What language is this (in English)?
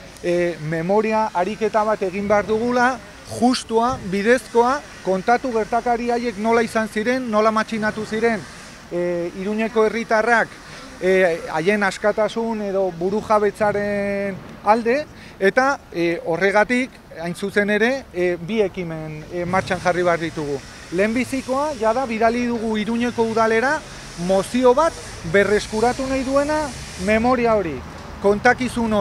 Basque